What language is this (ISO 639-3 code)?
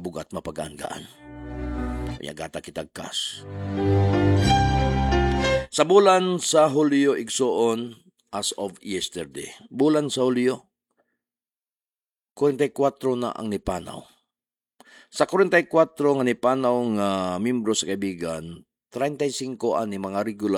ceb